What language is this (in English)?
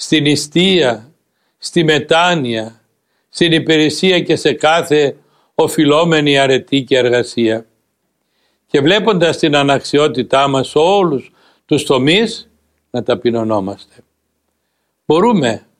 Greek